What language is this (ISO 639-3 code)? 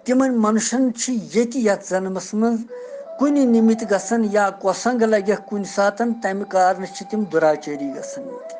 kas